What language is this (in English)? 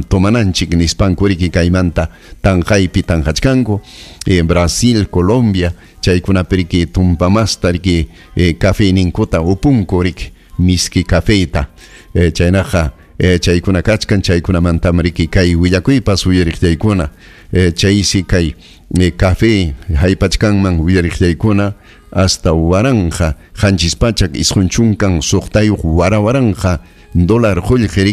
Ayacucho Quechua